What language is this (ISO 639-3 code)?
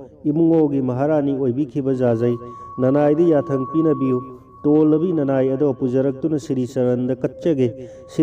mni